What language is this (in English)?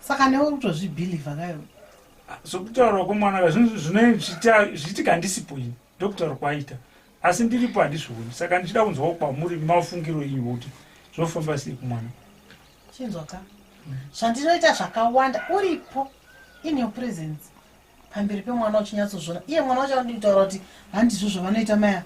Shona